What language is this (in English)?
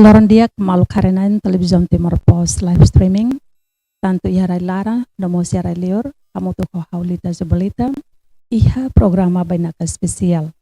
Tetum